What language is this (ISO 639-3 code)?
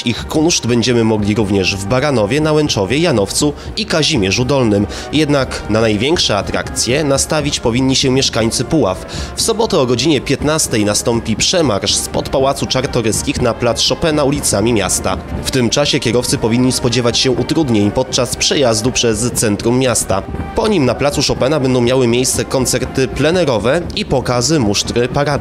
pol